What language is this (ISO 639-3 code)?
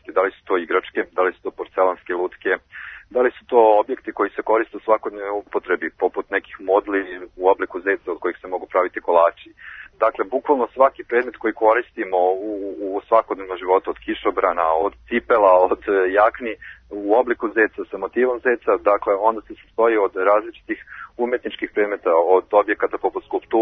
srp